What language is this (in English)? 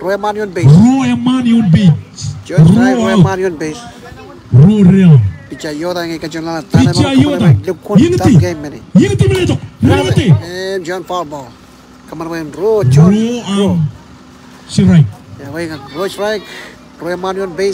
Marshallese